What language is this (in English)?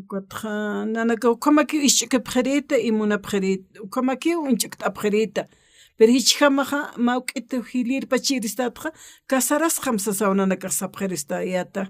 Aymara